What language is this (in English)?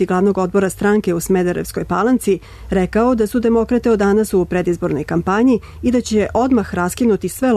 Serbian